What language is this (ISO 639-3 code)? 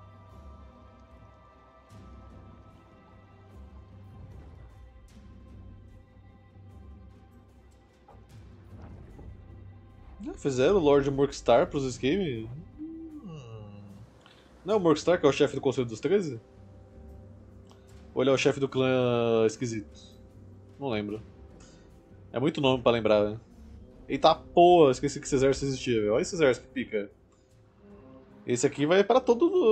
por